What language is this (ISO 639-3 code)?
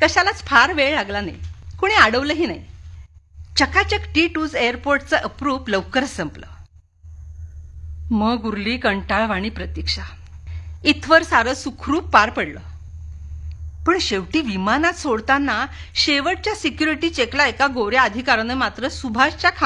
mar